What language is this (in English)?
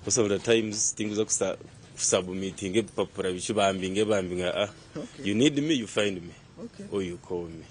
Nyankole